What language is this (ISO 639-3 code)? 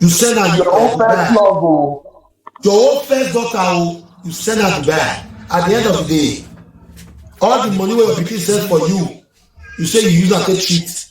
pcm